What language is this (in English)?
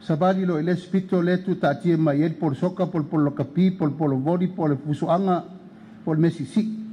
Samoan